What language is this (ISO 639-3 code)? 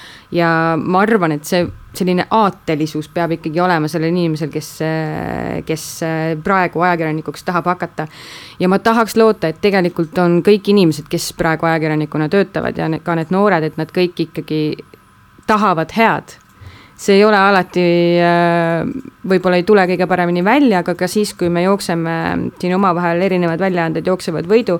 est